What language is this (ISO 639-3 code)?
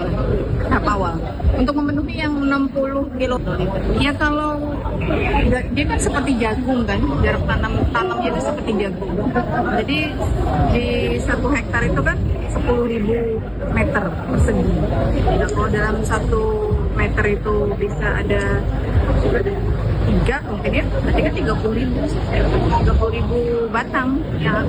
ind